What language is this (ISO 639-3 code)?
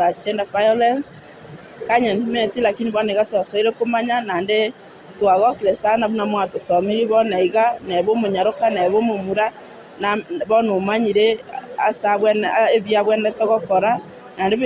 guz